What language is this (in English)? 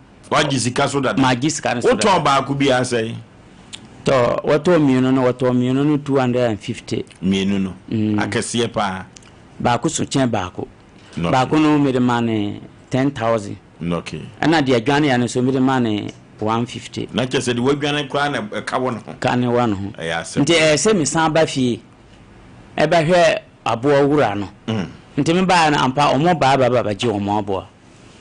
Akan